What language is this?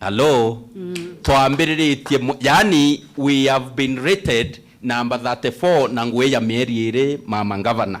Meru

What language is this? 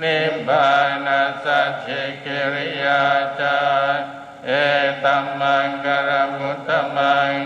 Pali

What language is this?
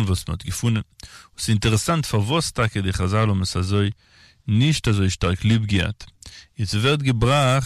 Yiddish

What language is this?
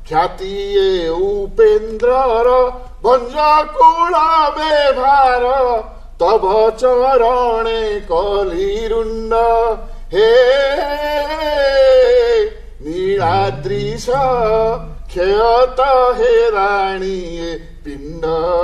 Odia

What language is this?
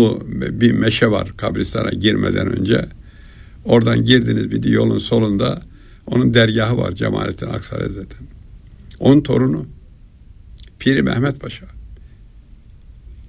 Turkish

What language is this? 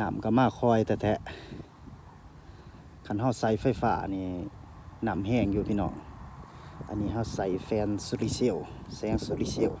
Northeastern Thai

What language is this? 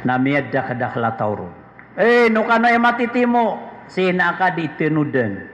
Maranao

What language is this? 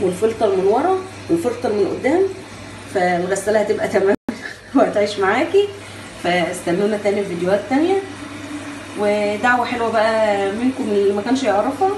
Egyptian Arabic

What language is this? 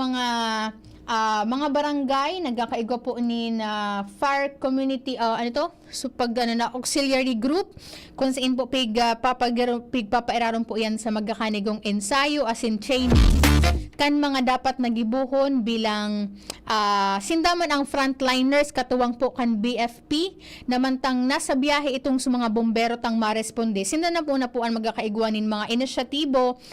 Bikol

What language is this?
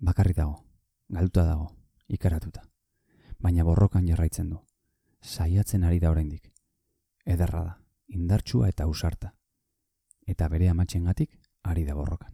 Basque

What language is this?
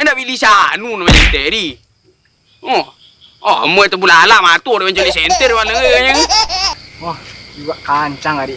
Minangkabau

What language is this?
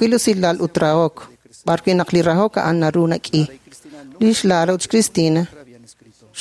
Kekchí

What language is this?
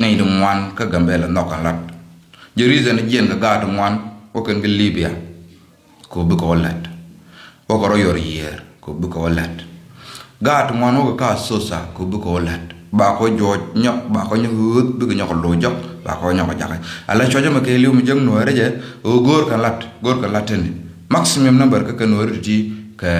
Nuer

